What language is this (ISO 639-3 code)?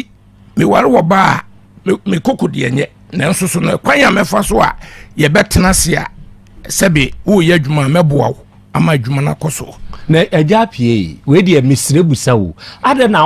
aka